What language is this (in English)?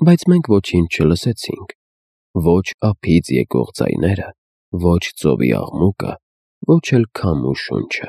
Armenian